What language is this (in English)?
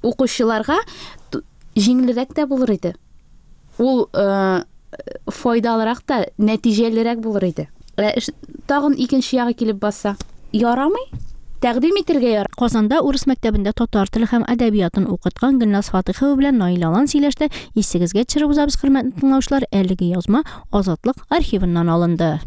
Tatar